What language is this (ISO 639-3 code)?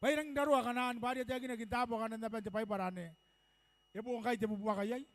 gil